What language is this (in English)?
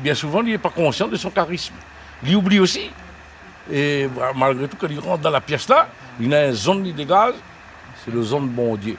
Réunion Creole French